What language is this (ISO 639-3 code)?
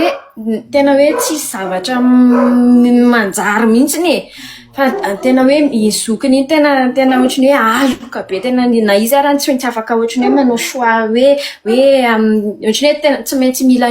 mlg